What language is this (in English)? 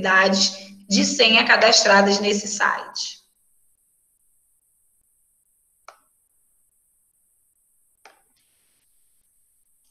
Portuguese